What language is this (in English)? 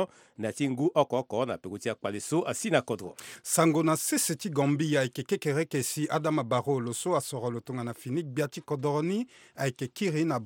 Sango